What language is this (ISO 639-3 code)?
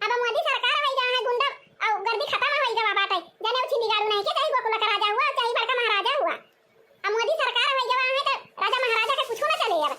awa